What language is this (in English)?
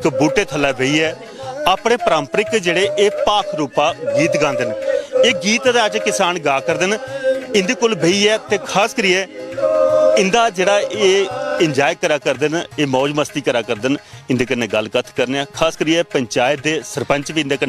Dogri